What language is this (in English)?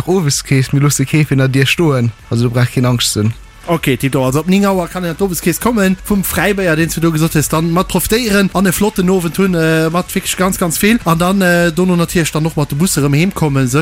Luxembourgish